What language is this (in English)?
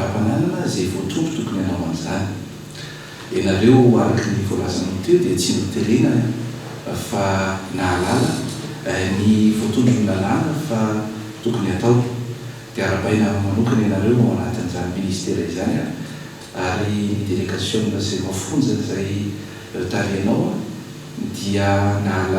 Malagasy